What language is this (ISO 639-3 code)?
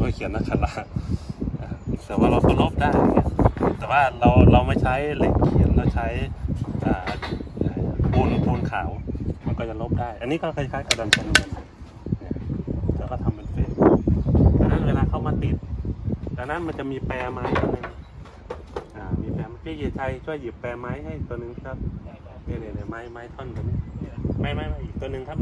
tha